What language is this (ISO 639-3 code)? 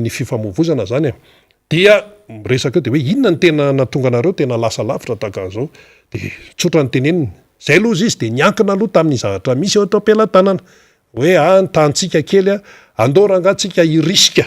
mlg